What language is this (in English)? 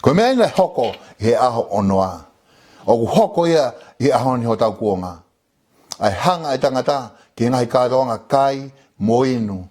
Tongan